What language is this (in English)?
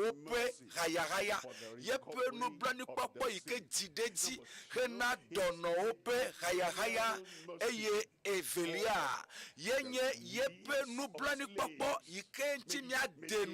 Ewe